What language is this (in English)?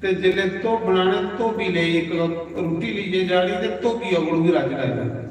Dogri